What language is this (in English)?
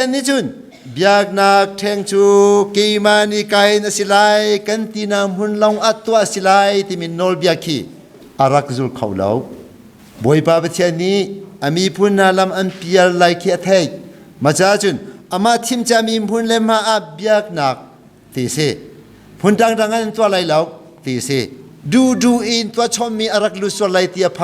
Hakha Chin